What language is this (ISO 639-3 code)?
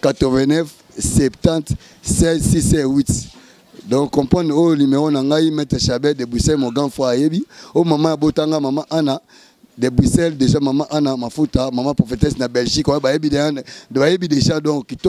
lin